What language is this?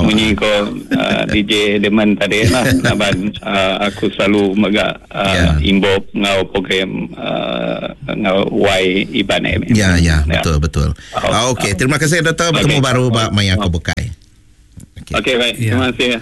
Iban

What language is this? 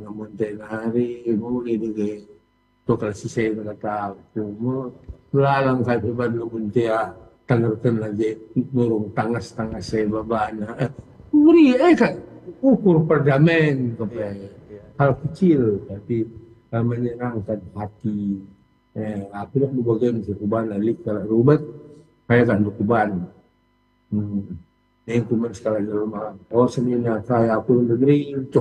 Batak Karo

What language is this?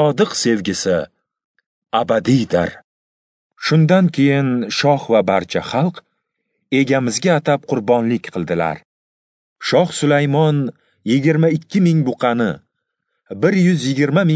Uzbek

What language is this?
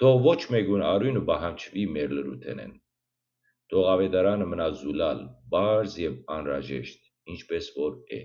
Western Armenian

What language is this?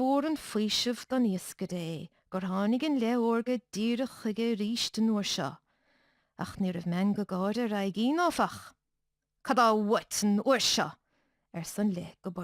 Irish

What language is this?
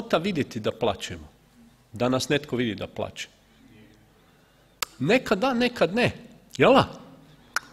Croatian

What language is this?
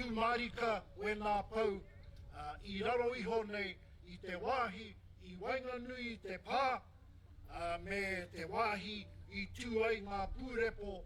Māori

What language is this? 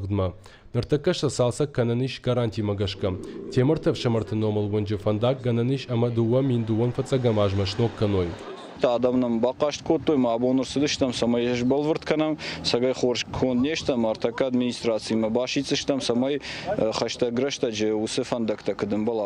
Ossetic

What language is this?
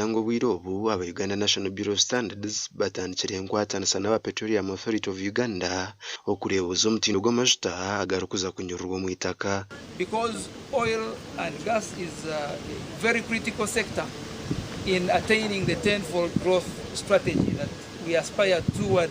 Nyankole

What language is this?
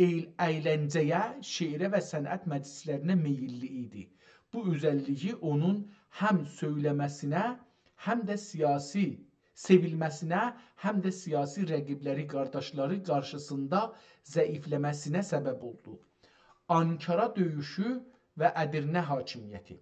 South Azerbaijani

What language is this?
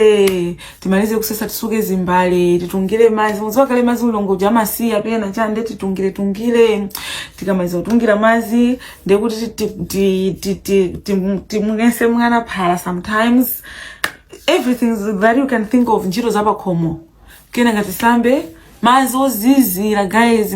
Nyanja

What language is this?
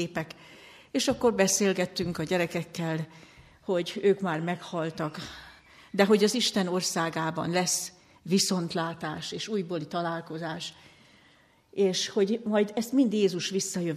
Hungarian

